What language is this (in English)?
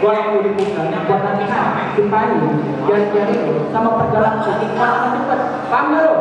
Betawi